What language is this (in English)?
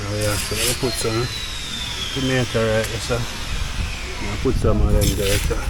Jamaican Creole English